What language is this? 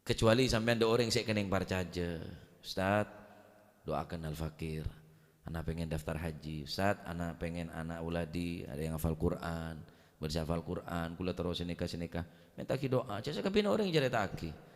Madurese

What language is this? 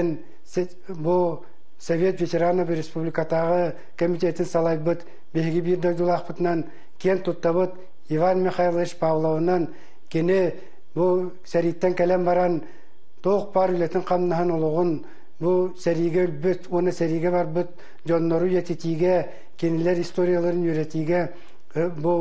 Yakut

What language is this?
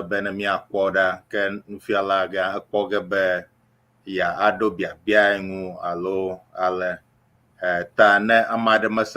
Ewe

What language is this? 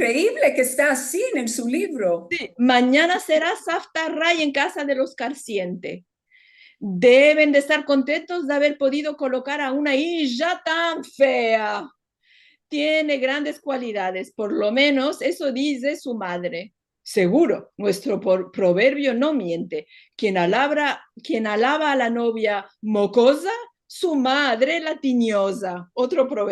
Ladino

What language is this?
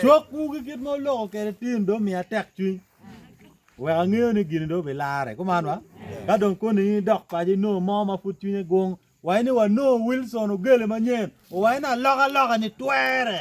Acoli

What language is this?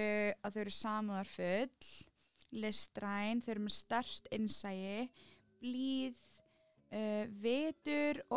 Icelandic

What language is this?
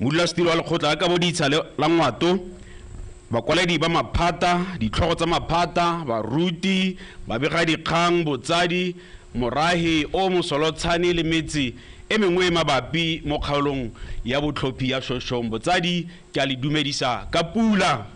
Tswana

